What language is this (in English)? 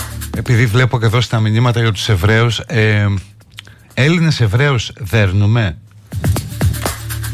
Greek